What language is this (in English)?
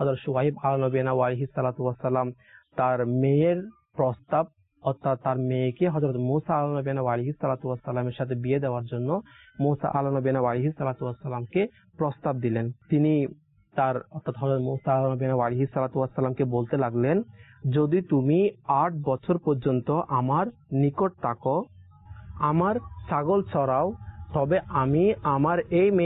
Bangla